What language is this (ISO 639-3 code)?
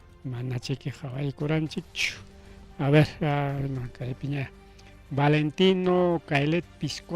quy